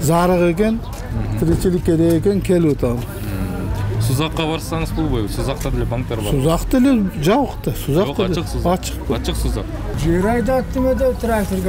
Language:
Kyrgyz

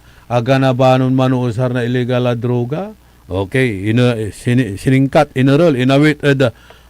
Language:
Pangasinan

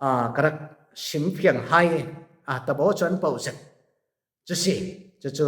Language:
Falam Chin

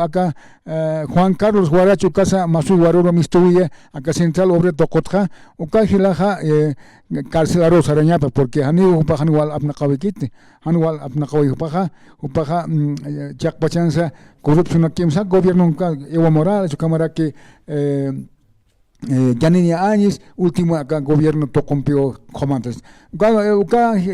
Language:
Aymara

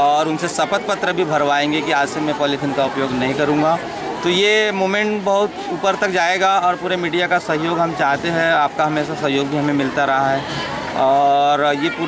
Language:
Hindi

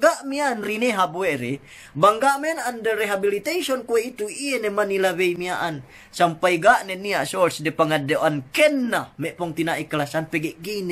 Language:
Yakan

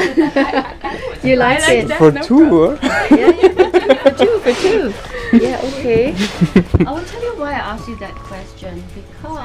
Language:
Swiss German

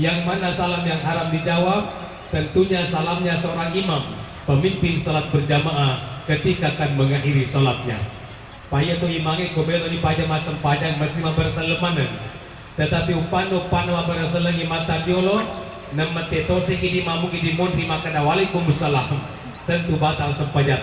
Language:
Buginese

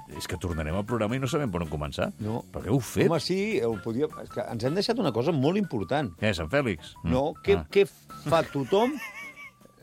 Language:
Catalan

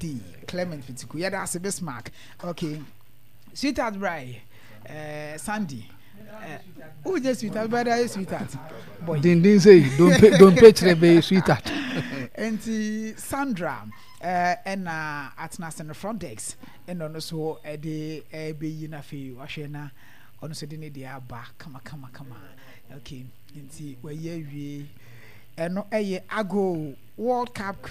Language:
Akan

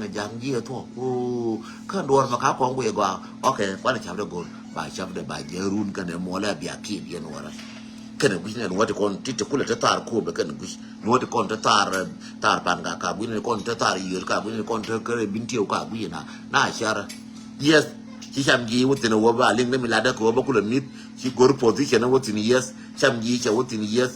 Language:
Nuer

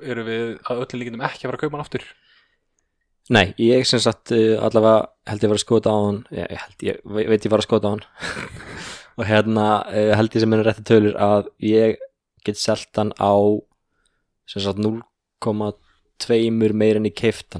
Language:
Icelandic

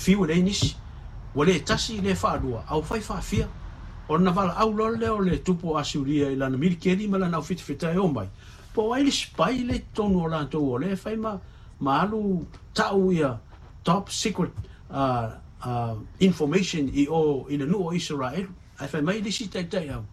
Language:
Samoan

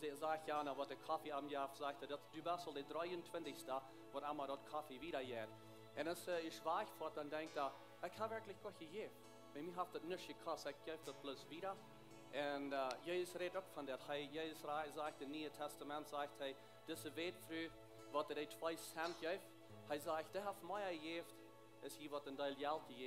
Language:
Plautdietsch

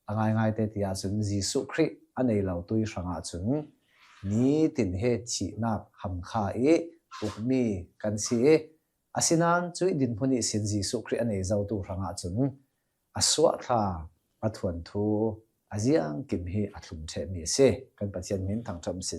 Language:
Hakha Chin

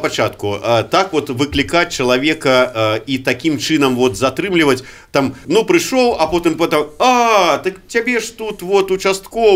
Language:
Belarusian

